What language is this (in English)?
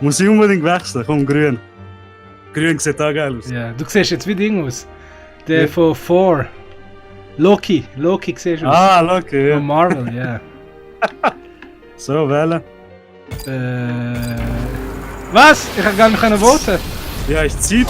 Swiss German